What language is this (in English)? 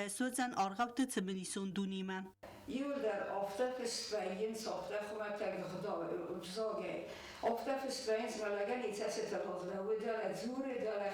Ossetic